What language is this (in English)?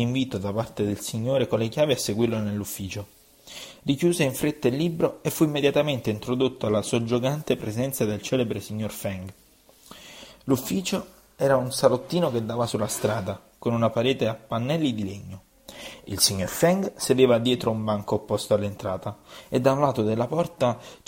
Italian